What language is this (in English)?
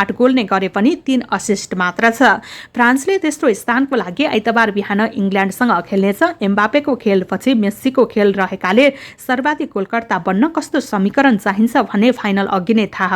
Nepali